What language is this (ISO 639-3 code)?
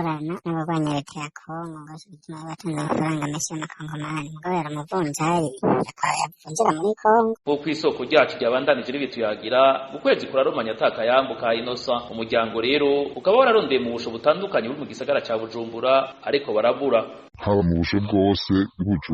run